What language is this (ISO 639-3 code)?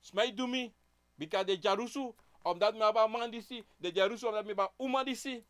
srn